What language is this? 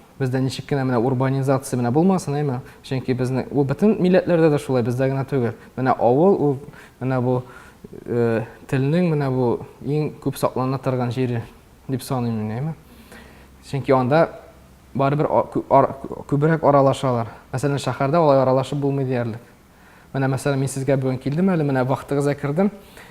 Tatar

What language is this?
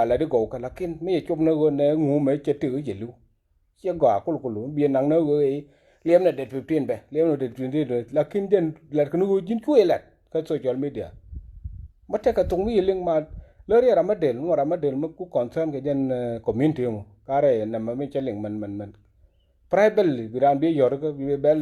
Nuer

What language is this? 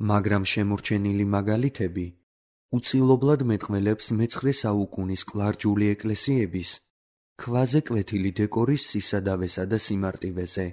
Georgian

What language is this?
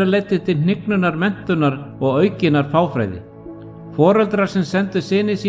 Icelandic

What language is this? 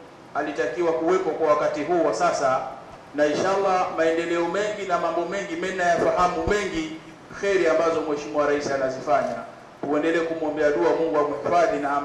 Swahili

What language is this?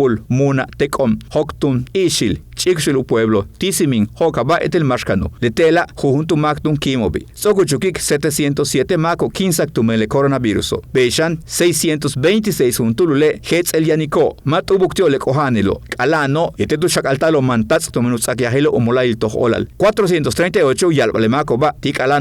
Yucateco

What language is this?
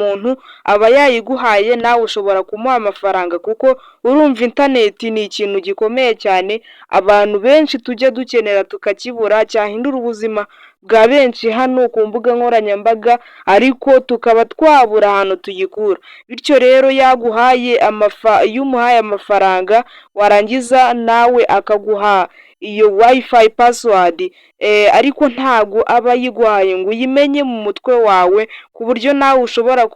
Kinyarwanda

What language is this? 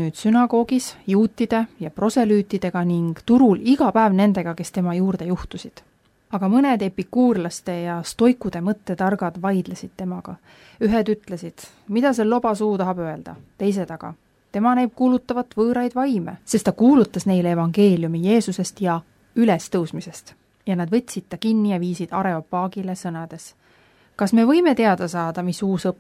Estonian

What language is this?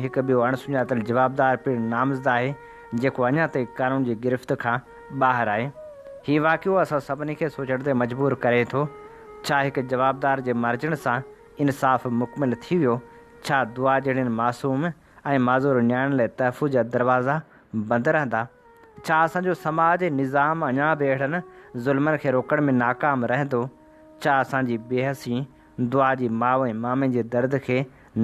Sindhi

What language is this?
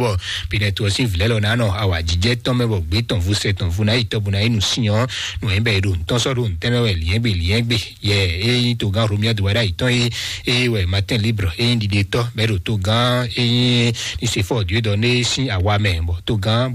Fon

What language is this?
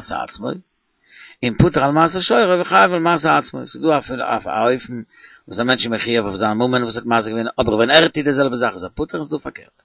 Yiddish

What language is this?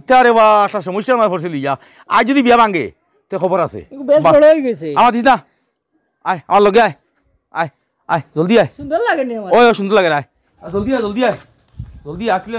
Sylheti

